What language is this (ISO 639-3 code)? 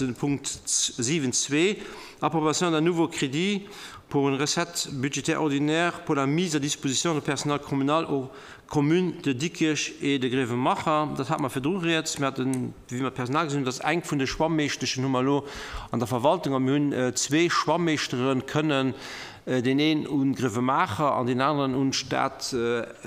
ltz